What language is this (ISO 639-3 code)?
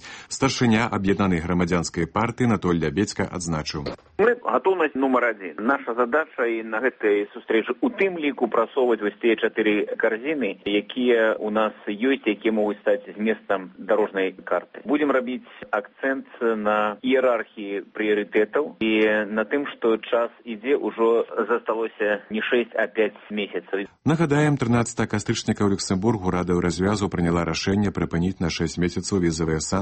bel